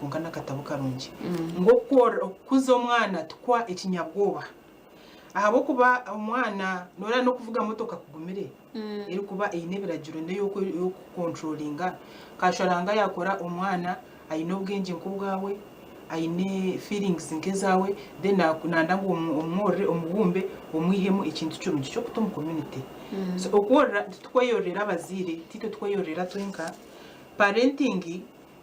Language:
Nyankole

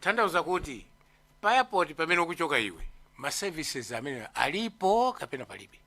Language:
Nyanja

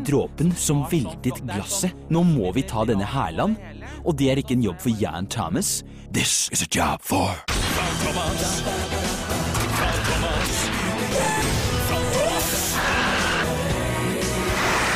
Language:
Norwegian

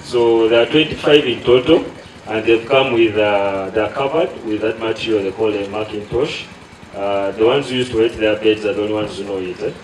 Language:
Acoli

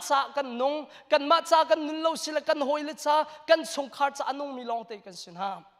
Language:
Hakha Chin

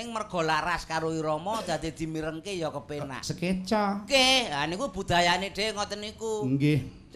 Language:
Javanese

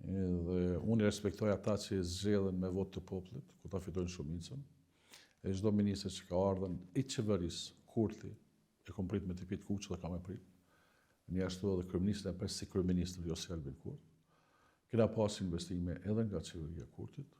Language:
Albanian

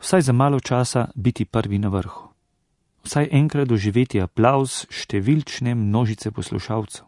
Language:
Slovenian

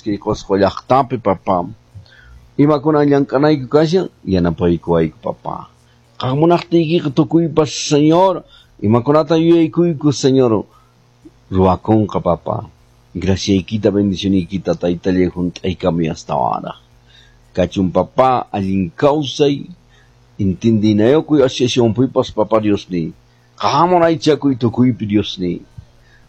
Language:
Quechua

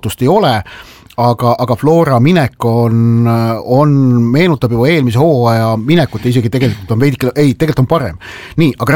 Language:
Estonian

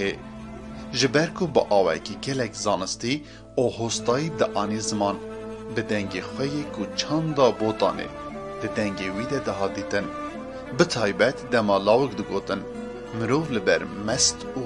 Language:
Kurdish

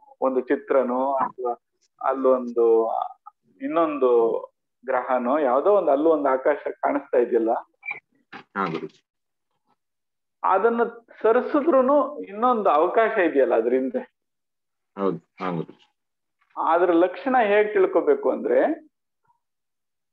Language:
Kannada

